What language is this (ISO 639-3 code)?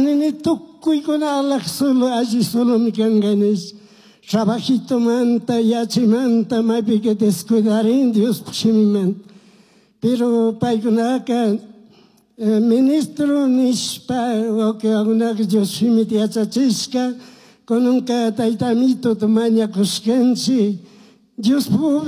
qug